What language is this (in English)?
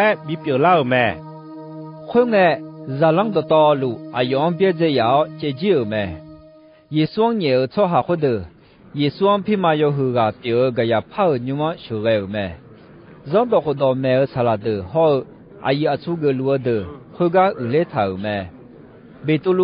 Akha